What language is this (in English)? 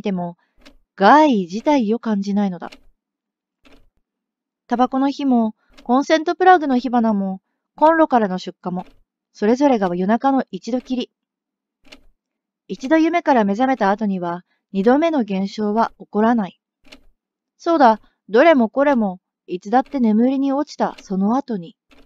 Japanese